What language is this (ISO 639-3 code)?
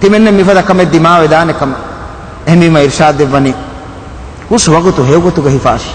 div